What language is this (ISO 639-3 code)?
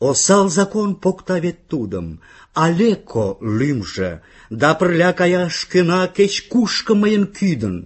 chm